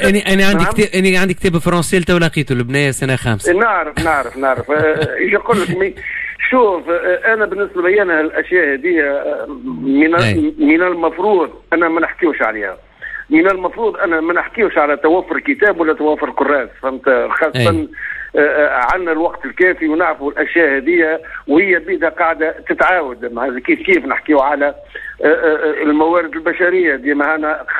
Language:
Tunisian Arabic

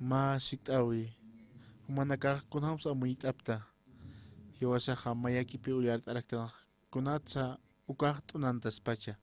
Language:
Aymara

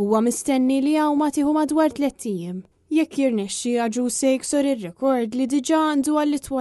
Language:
Maltese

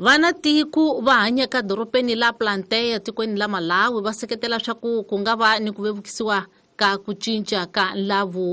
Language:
Tsonga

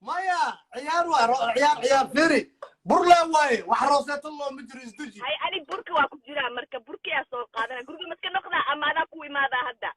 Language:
Somali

